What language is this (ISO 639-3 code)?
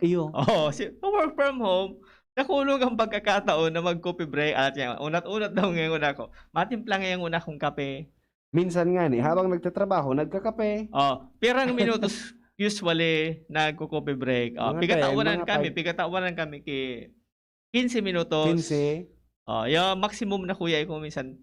bik